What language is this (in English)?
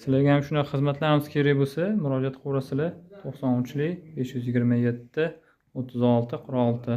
Uzbek